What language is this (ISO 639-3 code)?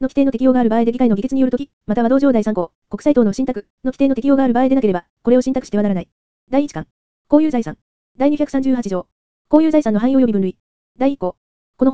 jpn